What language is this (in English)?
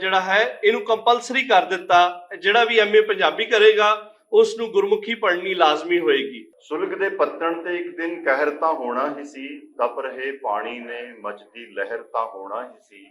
Western Panjabi